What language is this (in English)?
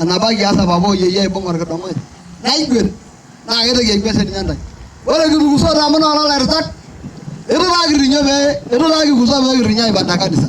Masai